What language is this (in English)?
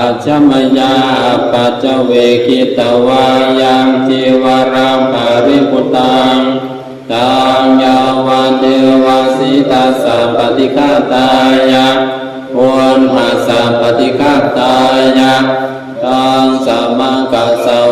Pali